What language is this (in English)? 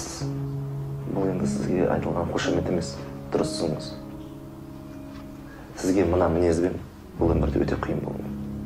Kazakh